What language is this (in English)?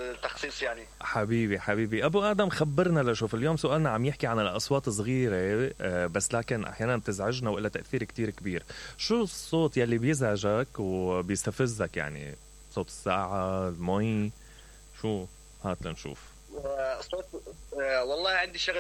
Mesopotamian Arabic